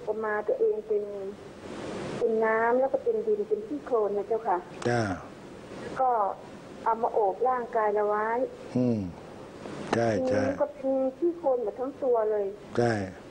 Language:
Thai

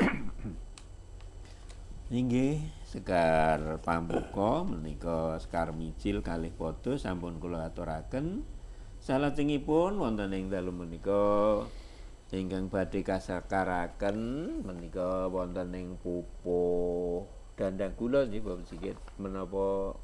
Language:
Javanese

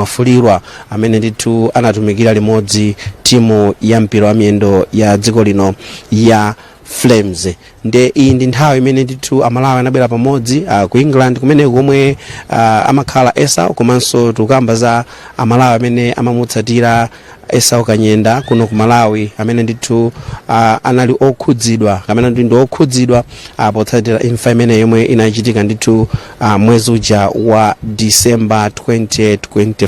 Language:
Nyanja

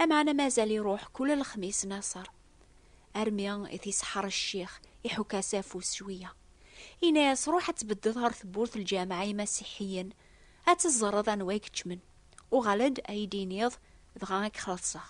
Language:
Kabyle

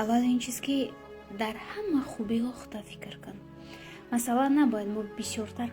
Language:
Tajik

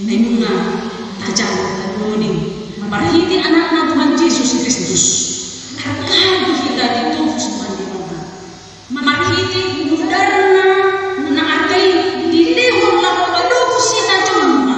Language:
Batak Toba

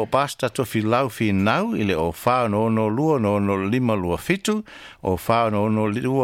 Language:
Samoan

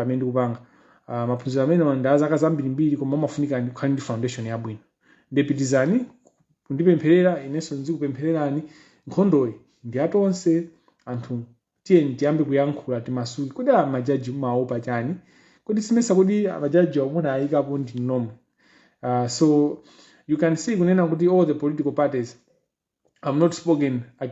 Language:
Nyanja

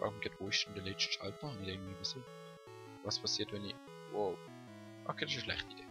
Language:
Swiss German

